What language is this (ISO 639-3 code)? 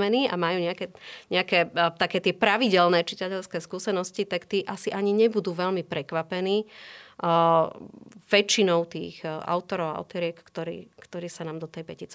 slk